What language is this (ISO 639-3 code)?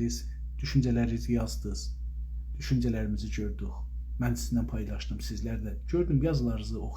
azb